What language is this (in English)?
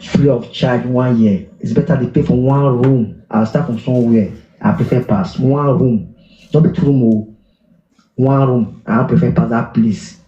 Nigerian Pidgin